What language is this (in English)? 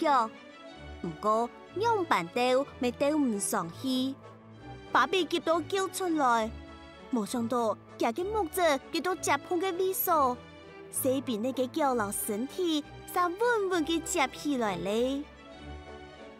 Hakka Chinese